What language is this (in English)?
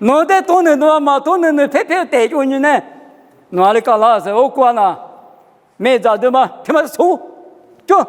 Lisu